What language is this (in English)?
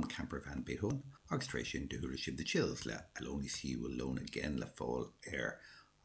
Irish